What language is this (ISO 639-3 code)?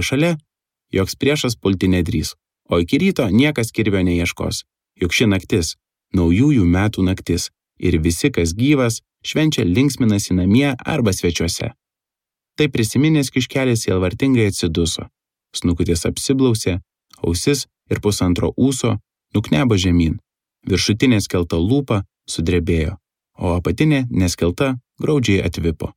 lit